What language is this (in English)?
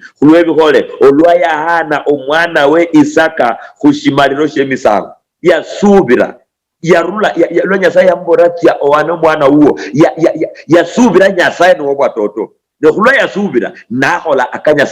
Luyia